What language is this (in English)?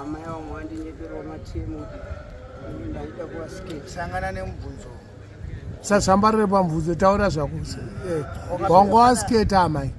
Shona